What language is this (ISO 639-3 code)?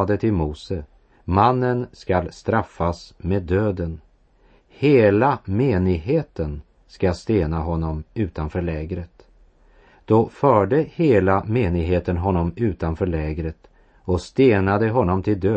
swe